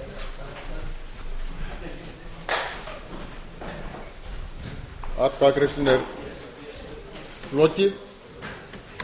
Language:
Icelandic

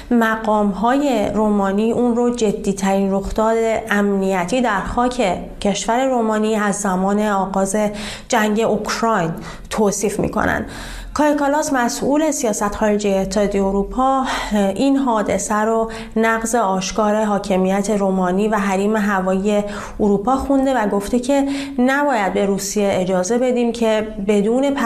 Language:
Persian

